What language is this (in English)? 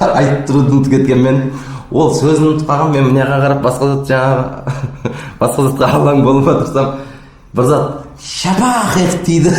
Kara-Kalpak